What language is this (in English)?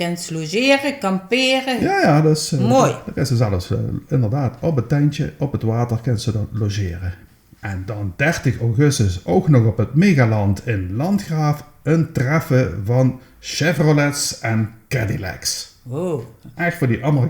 Limburgish